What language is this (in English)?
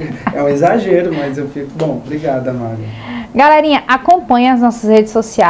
Portuguese